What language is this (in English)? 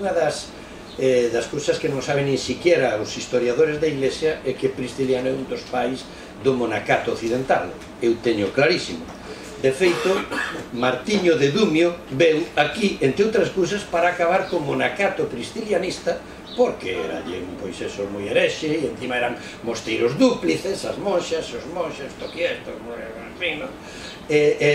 Galician